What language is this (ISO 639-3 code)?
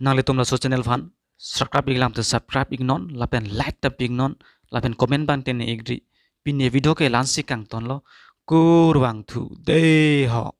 mjw